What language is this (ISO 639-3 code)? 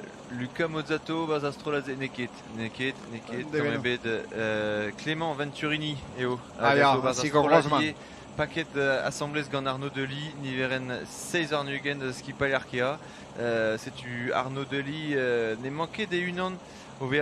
bre